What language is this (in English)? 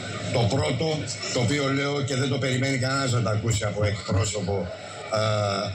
Greek